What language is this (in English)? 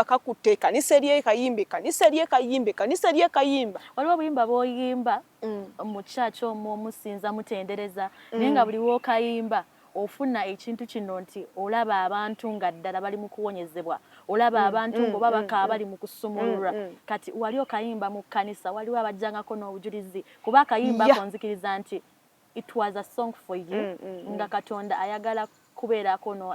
Ganda